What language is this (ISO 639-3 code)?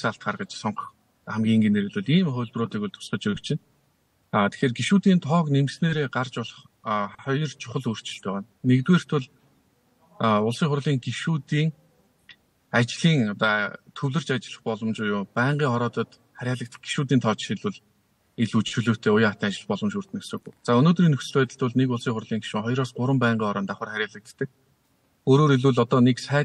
mon